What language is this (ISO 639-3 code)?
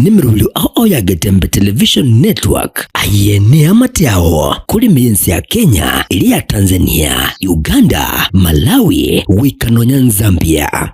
guz